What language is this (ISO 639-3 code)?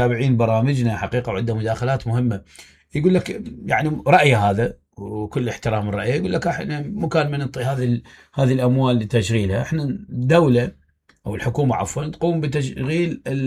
acm